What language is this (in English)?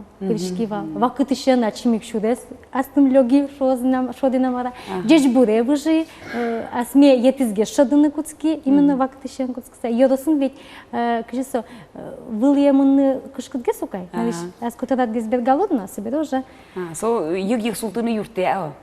Udmurt